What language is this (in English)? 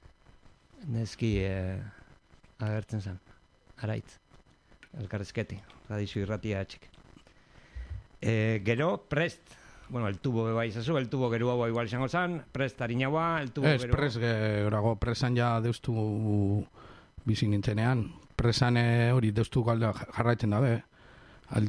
Basque